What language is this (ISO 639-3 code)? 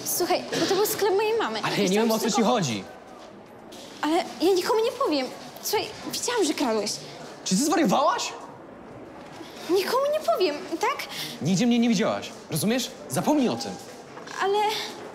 pol